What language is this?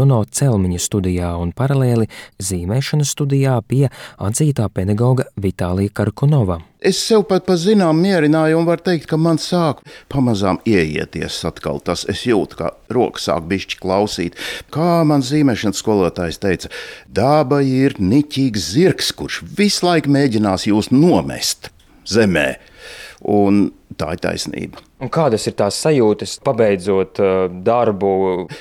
Latvian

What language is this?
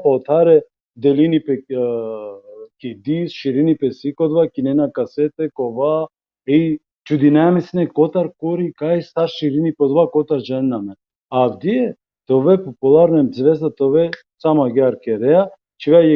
Balkan Romani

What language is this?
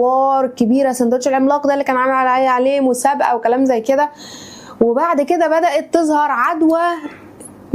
Egyptian Arabic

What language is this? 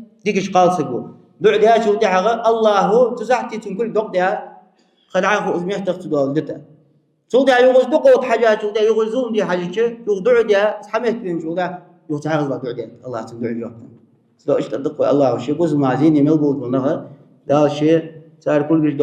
Ingush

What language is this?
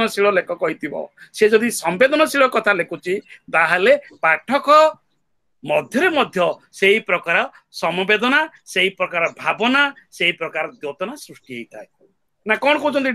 Odia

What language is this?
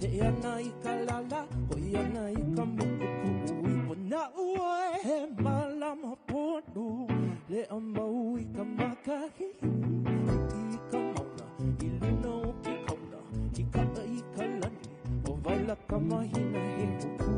Hawaiian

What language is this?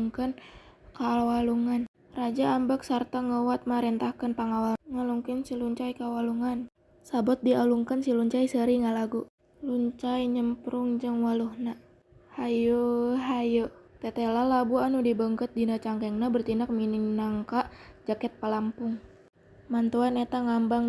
Sundanese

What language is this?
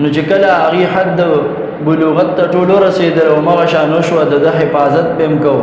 Pashto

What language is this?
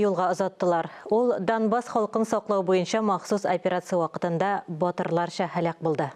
Tatar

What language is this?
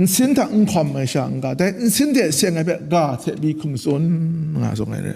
Kachin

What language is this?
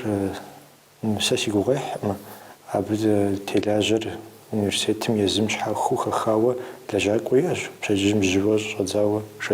Kabardian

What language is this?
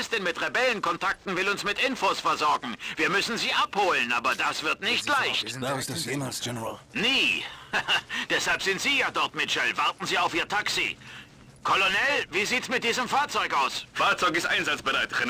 Bavarian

